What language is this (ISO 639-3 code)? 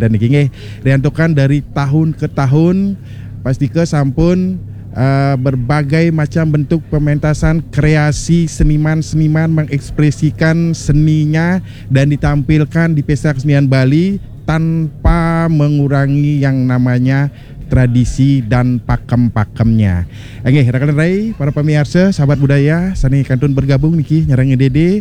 ban